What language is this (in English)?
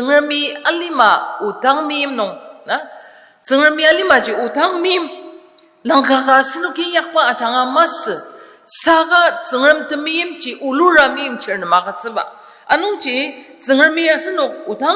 Ao Naga